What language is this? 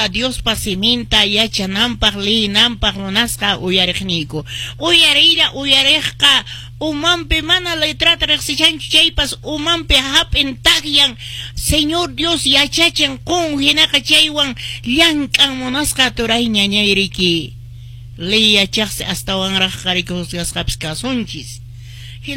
Quechua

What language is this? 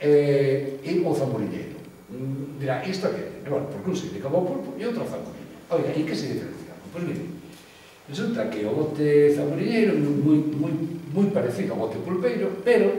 Galician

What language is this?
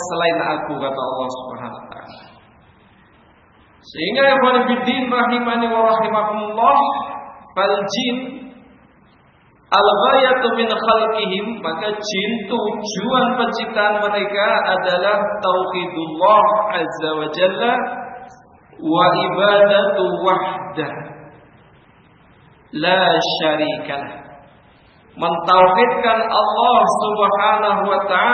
Indonesian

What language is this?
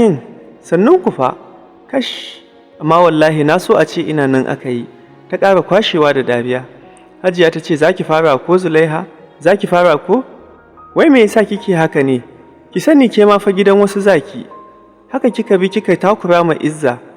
Hausa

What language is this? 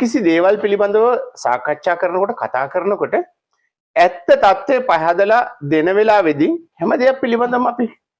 Sinhala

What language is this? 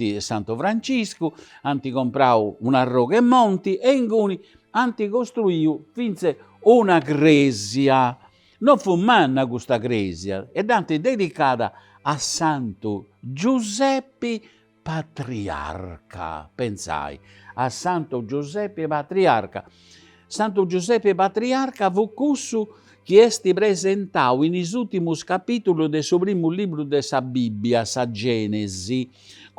Sardinian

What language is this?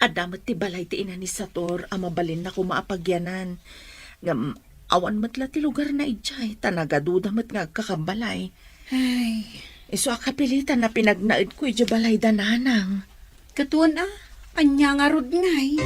Iloko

